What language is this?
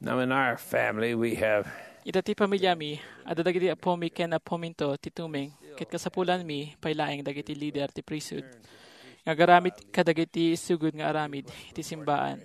Iloko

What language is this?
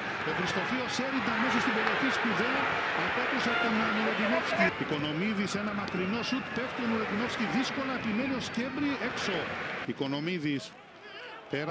Greek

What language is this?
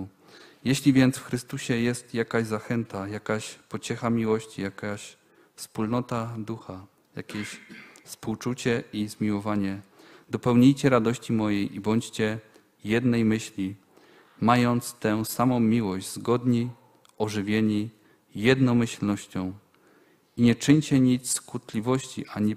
Polish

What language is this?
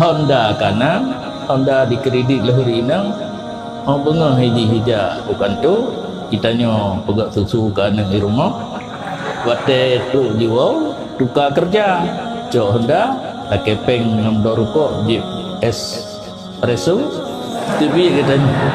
Achinese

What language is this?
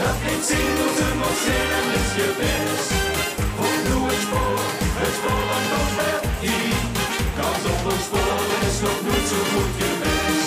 Limburgish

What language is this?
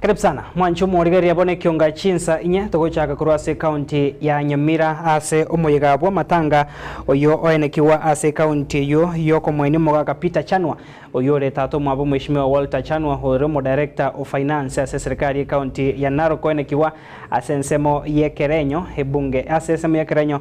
Gusii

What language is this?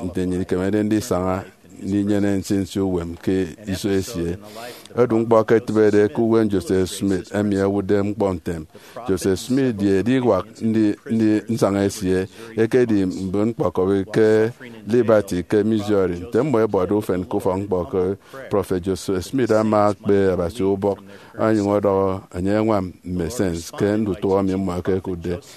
Efik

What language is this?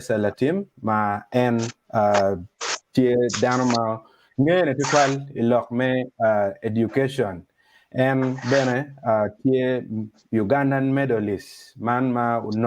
Acoli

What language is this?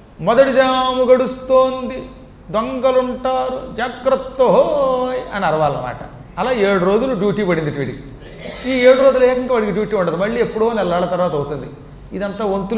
Telugu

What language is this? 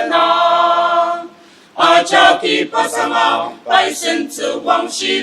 Ao Naga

